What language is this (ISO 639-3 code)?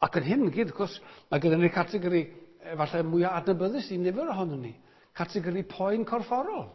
cym